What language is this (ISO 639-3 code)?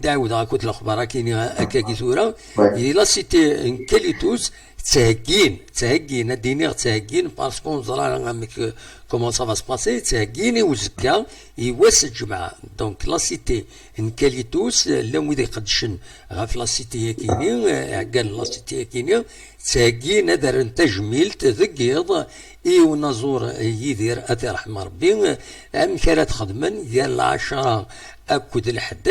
kab